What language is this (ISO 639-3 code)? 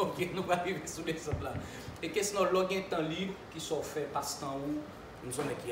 hat